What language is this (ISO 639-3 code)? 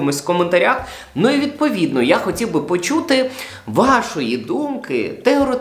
ukr